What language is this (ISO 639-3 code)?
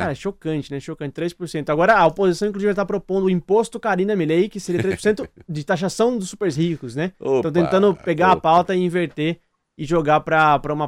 por